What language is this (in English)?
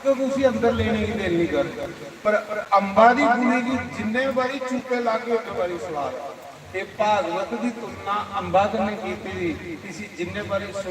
Dogri